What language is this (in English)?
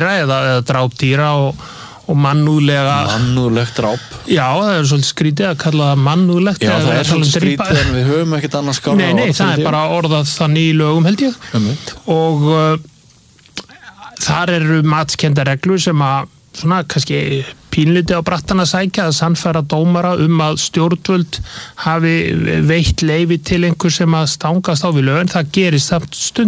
Icelandic